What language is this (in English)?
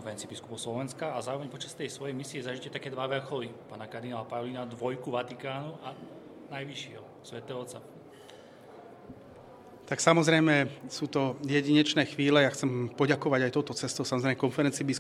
Slovak